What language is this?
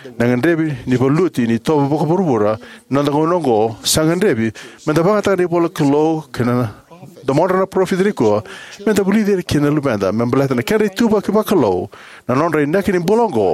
Fijian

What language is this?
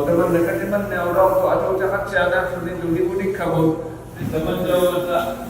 Inuktitut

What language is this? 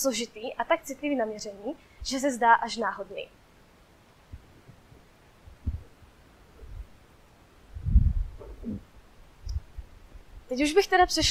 Czech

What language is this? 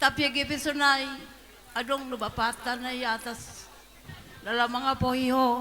Batak Simalungun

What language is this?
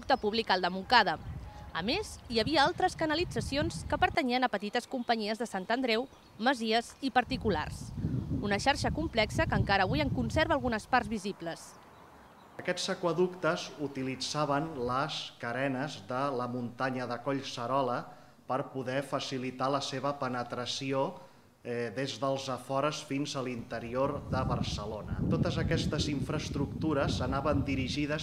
Catalan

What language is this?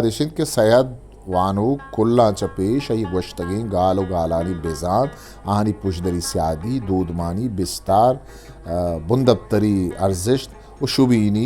Eastern Balochi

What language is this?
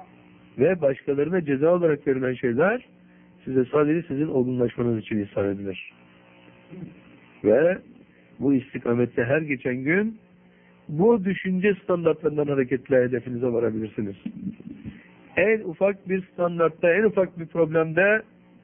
Turkish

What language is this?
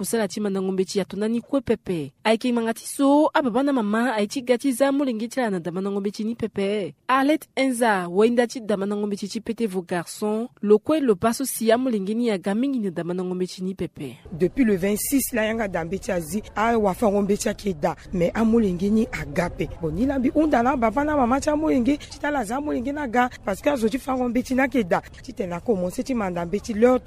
Sango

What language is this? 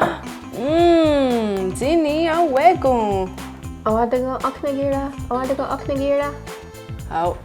Mohawk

